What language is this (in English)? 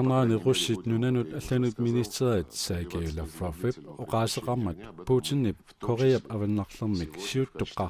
Kalaallisut